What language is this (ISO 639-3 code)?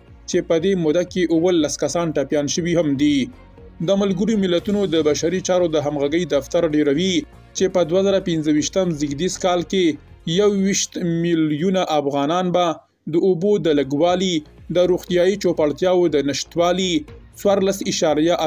pus